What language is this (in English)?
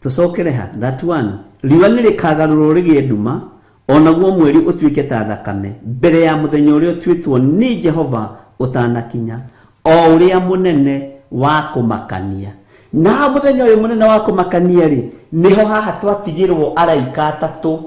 Kikuyu